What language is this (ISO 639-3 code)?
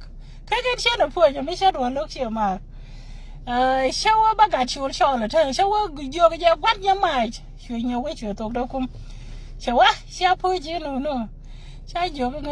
nus